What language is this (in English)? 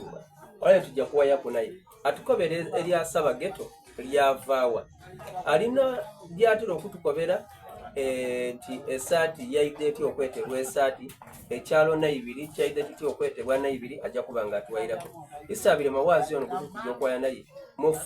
Soga